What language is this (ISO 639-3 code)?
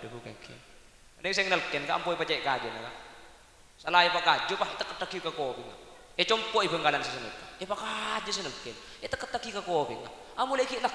mad